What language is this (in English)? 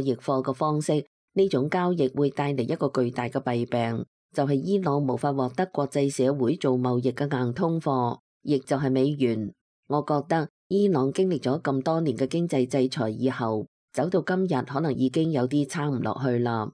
Cantonese